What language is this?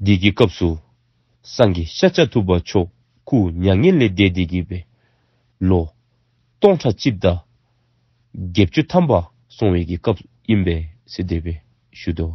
Dzongkha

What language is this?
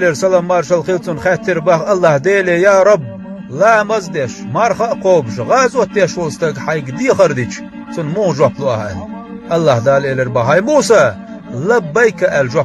Chechen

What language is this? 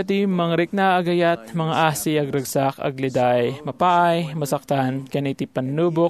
Iloko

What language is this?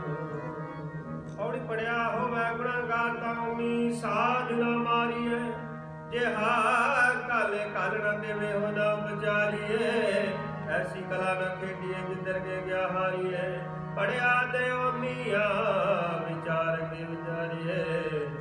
Punjabi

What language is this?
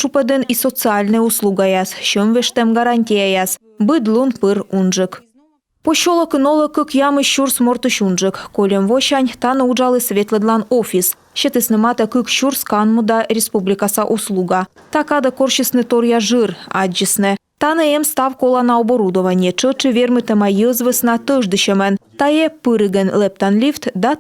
Komi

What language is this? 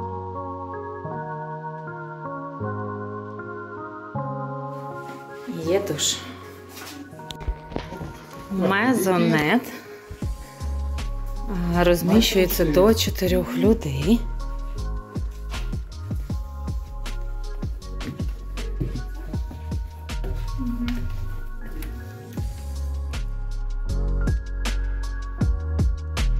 Ukrainian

